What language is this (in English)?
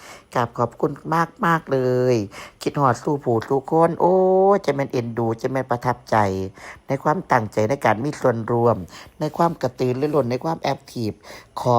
Northeastern Thai